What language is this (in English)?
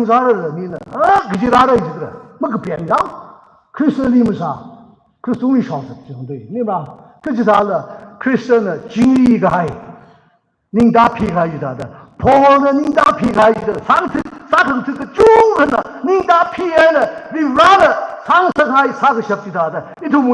Tangkhul Naga (India)